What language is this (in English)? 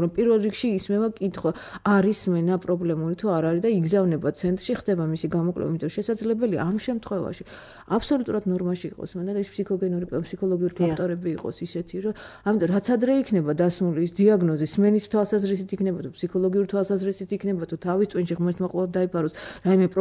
Georgian